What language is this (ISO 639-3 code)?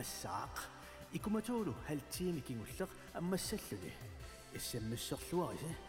kal